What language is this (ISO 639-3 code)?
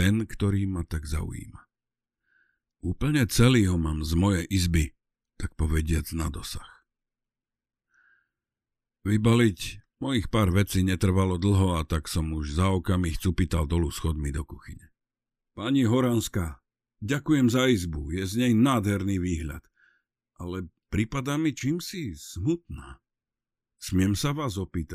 slk